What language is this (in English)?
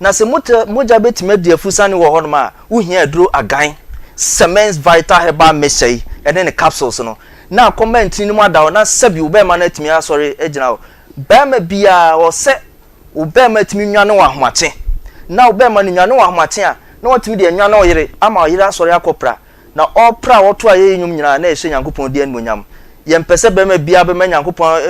Akan